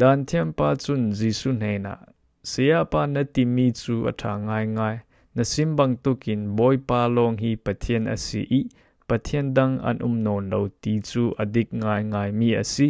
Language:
Falam Chin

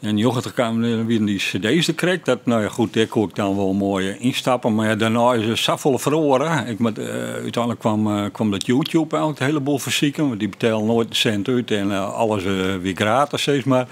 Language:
Western Frisian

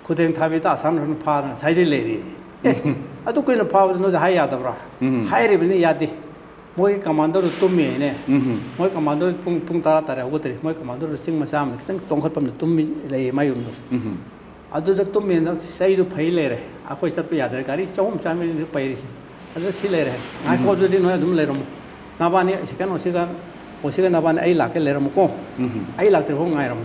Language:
Manipuri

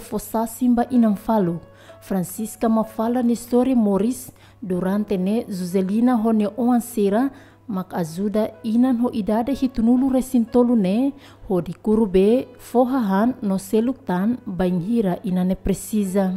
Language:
Tetum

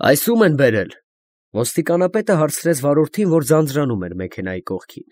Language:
Armenian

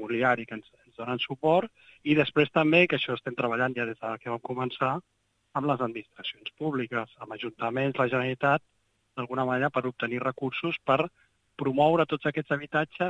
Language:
Catalan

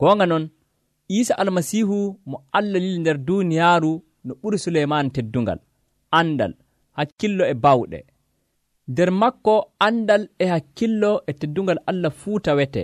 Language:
Nigerian Fulfulde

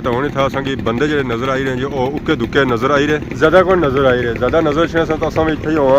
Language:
Pahari-Potwari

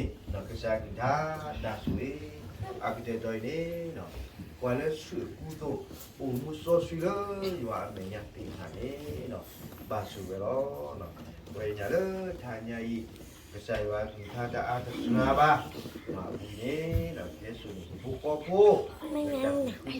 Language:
S'gaw Karen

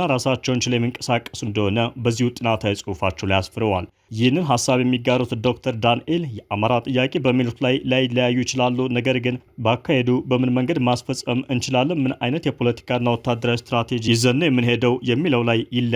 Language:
Amharic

